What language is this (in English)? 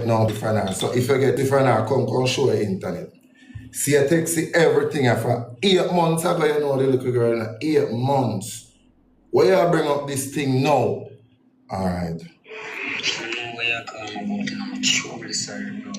Jamaican Creole English